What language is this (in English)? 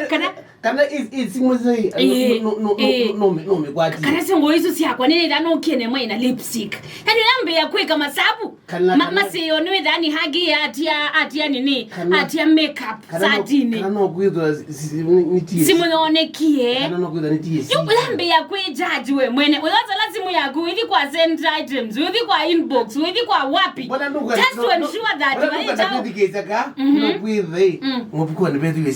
Kamba